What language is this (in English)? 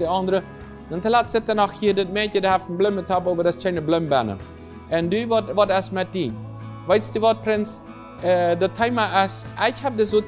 Plautdietsch